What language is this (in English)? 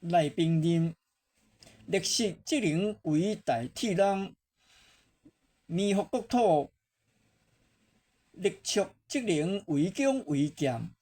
Min Nan Chinese